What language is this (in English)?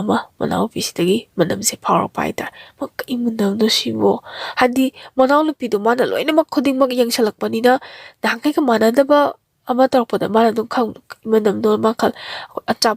Manipuri